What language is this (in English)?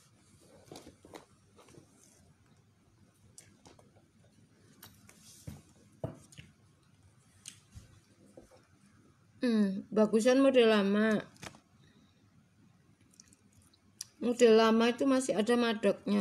Indonesian